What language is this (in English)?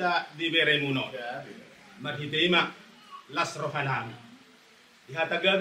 Batak Toba